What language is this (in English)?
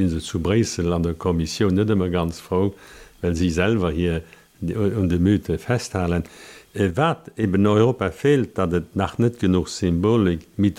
Luxembourgish